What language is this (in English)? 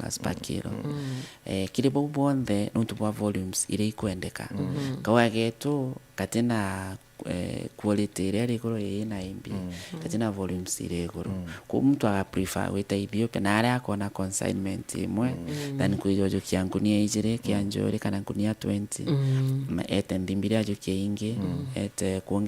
Meru